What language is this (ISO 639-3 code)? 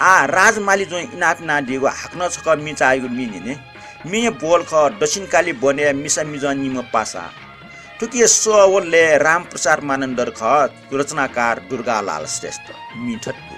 new